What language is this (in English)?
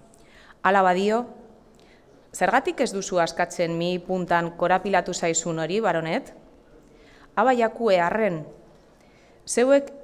Basque